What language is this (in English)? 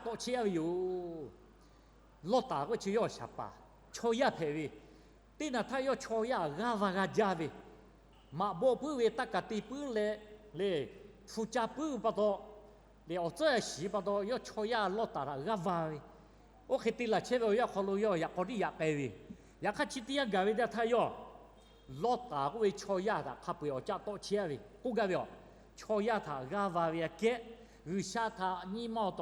Lahu